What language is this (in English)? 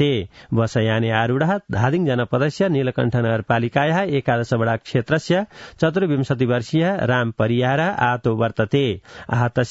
Sanskrit